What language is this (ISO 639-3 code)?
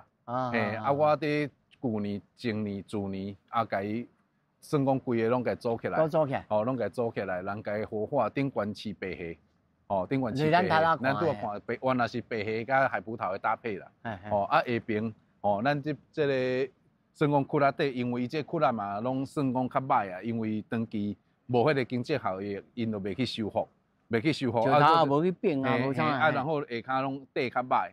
nan